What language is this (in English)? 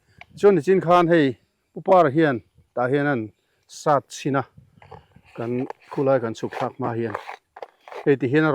Mizo